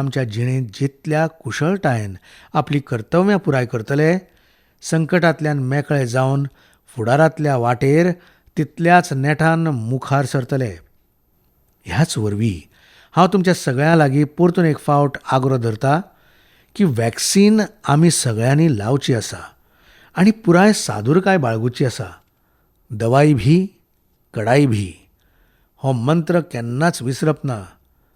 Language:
Konkani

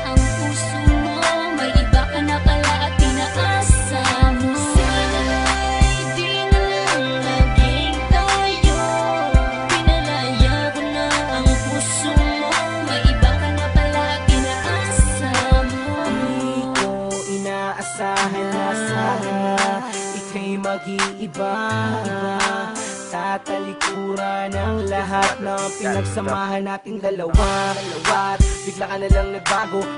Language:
Filipino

